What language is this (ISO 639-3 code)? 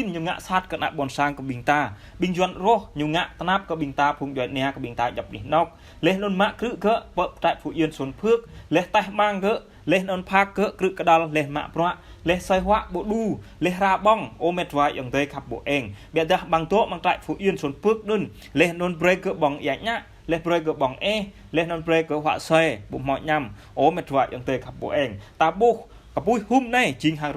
jra